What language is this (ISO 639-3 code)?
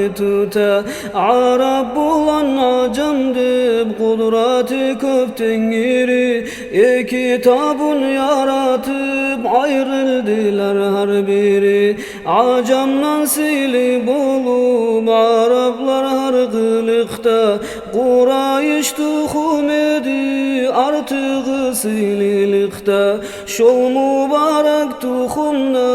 kum